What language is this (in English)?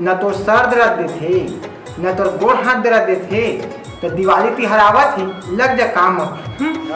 Chhattisgarhi